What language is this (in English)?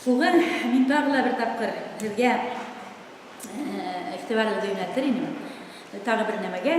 Bashkir